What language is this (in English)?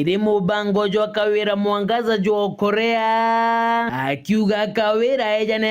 Meru